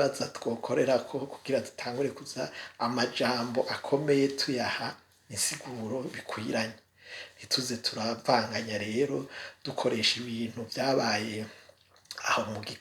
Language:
Rundi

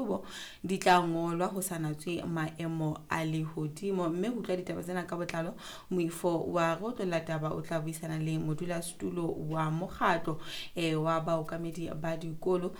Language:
Southern Sotho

